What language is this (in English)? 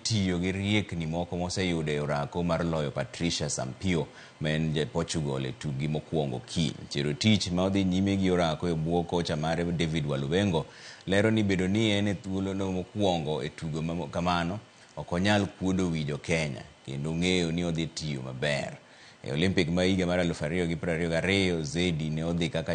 Luo (Kenya and Tanzania)